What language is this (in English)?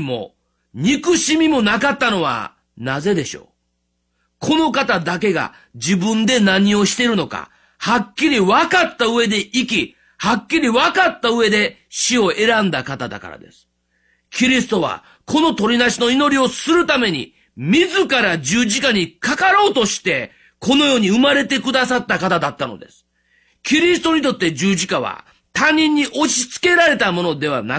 Japanese